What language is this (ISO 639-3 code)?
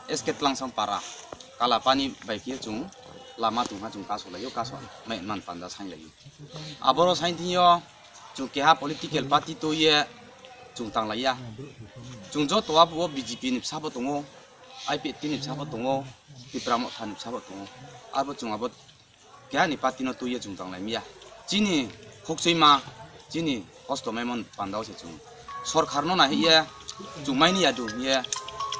ria